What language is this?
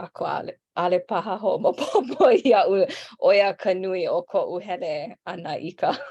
Hawaiian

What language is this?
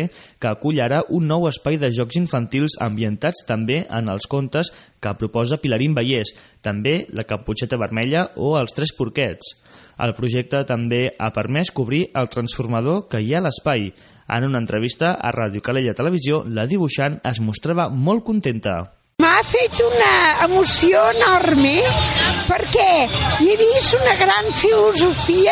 Catalan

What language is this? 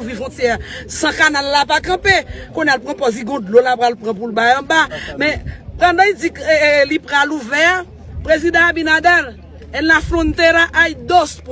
Haitian Creole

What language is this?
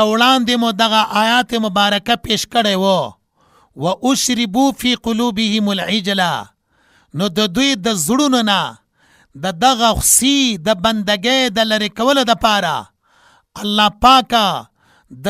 Pashto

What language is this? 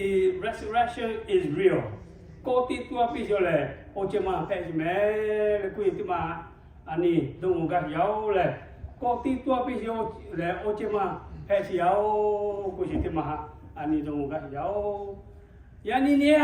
Lahu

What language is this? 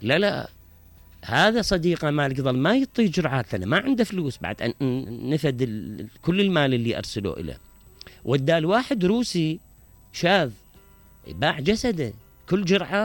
Mesopotamian Arabic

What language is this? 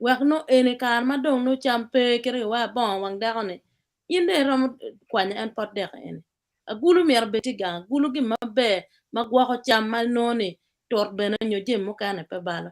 Acoli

